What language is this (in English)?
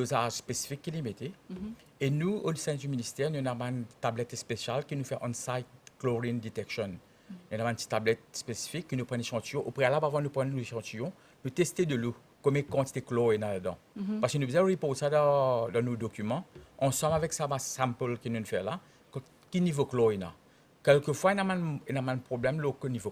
Morisyen